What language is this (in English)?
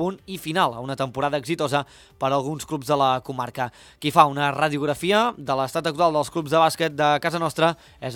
Catalan